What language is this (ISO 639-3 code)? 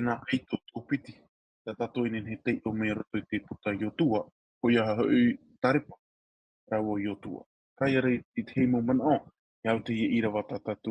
tah